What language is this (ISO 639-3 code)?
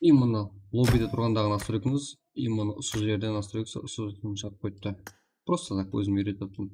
kaa